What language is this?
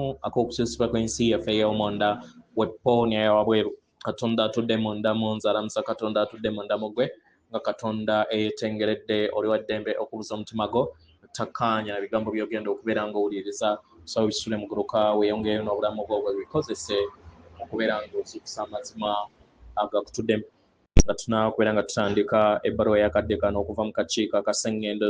Ganda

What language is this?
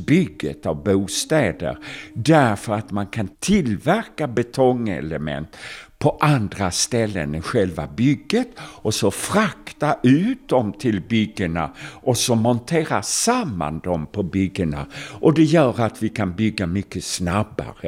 Swedish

